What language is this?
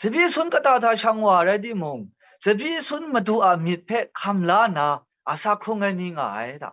Kachin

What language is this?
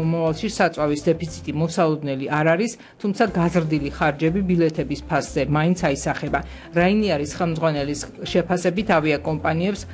Georgian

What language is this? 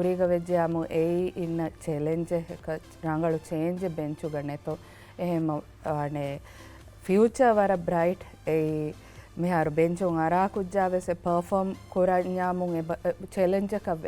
Divehi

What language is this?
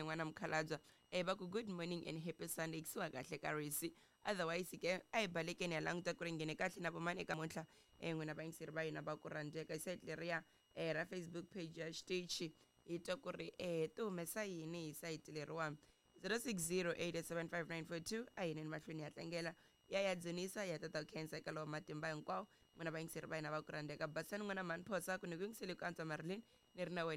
Tsonga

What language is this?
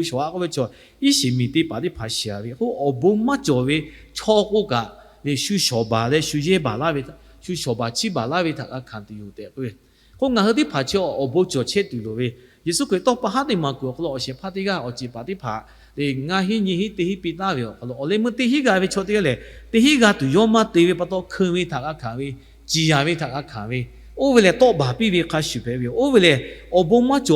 Lahu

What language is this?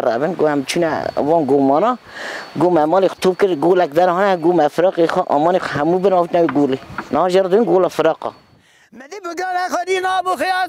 Kurdish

